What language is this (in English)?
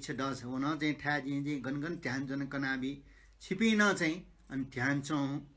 Newari